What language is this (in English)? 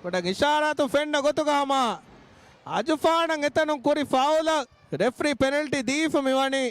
Divehi